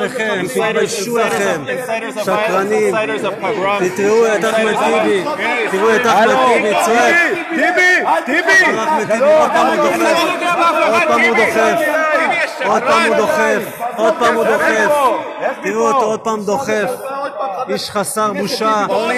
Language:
Hebrew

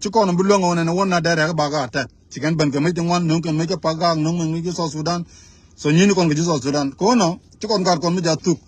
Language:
Nuer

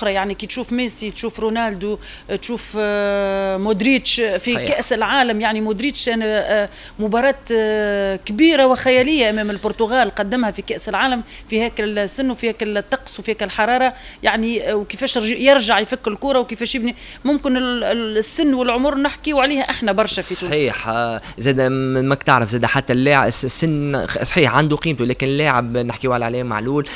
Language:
Tunisian Arabic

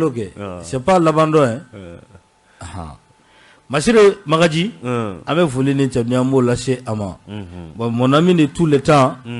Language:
Bambara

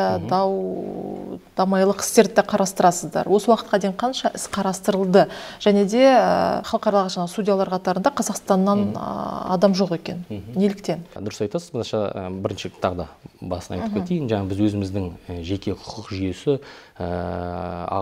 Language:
Kazakh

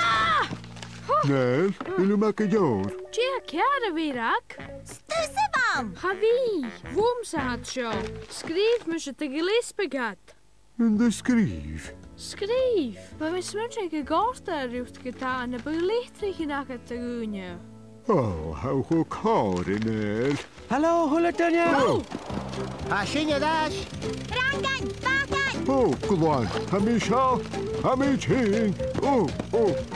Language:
Scottish Gaelic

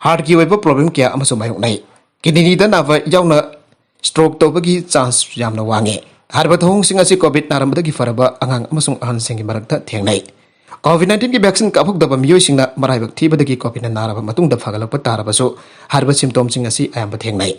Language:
Manipuri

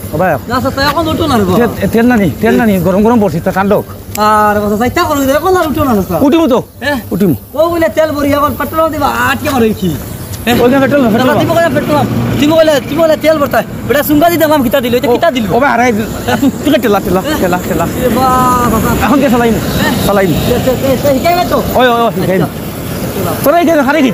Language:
Sylheti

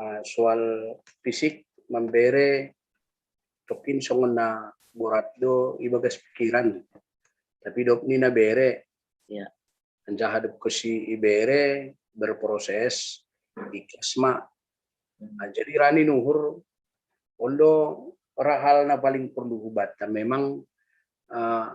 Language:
Batak Simalungun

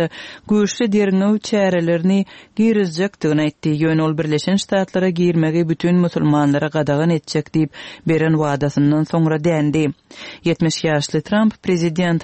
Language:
Turkmen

